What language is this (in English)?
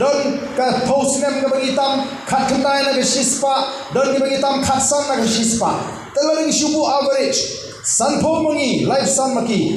Khasi